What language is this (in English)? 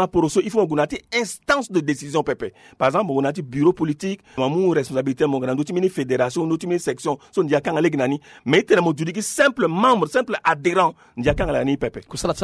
Sango